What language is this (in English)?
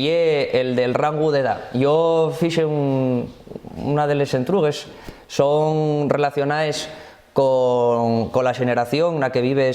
Asturian